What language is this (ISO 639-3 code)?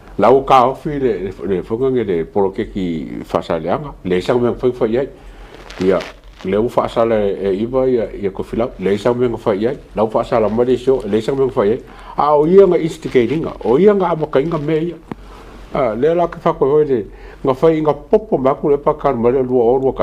smo